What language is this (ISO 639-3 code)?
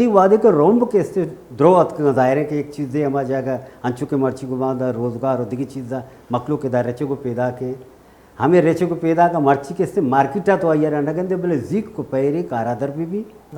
bal